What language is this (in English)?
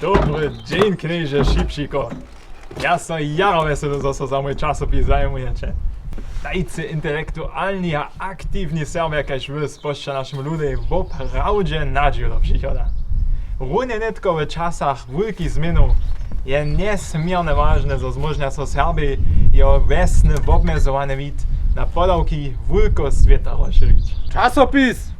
Upper Sorbian